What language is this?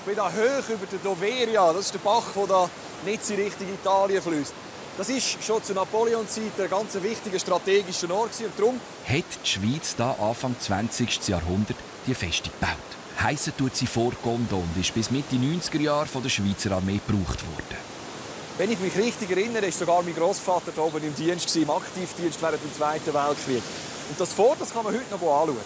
Swiss German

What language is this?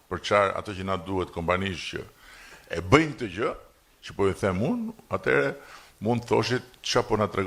Albanian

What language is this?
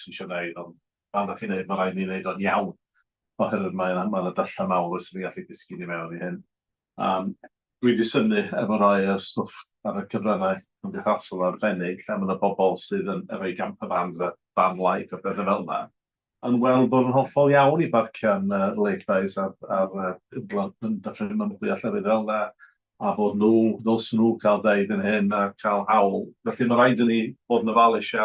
Welsh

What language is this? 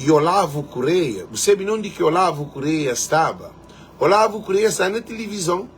Kabuverdianu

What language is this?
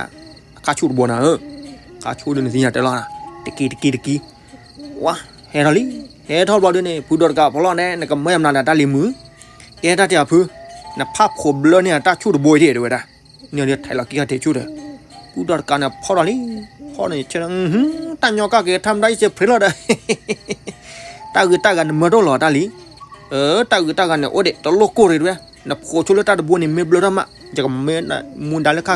S'gaw Karen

